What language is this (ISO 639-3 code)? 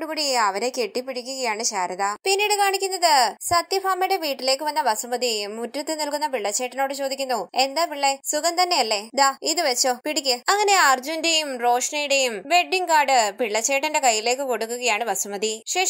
mal